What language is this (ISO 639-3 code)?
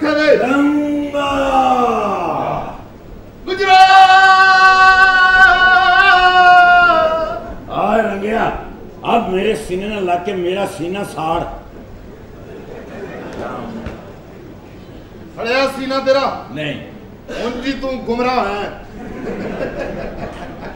pan